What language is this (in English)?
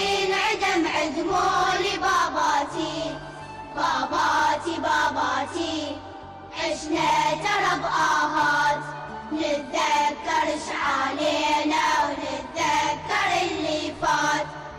Mesopotamian Arabic